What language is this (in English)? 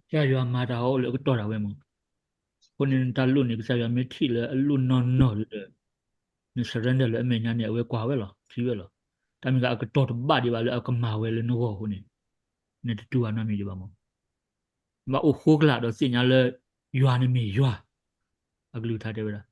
S'gaw Karen